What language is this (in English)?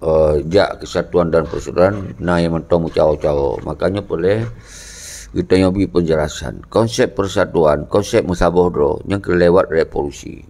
Achinese